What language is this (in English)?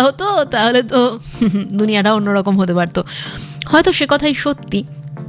Bangla